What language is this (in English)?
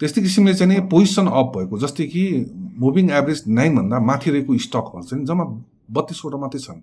Nepali